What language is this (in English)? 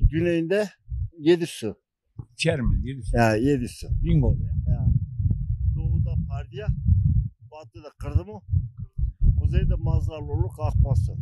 Zaza